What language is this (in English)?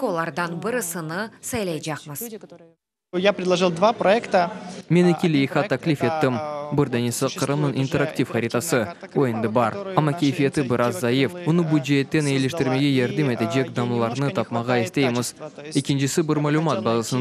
Crimean Tatar